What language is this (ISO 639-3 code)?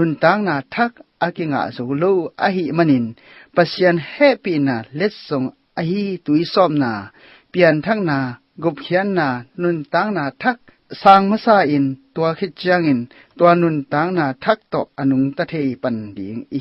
ctd